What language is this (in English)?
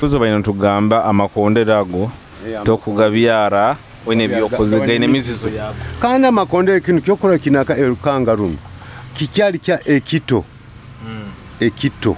Nyoro